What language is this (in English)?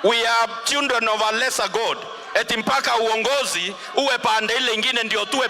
Meru